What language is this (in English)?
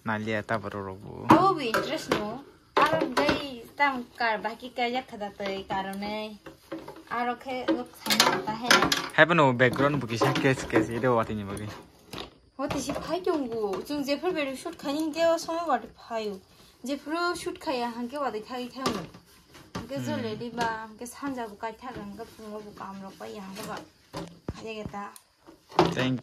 Kok Borok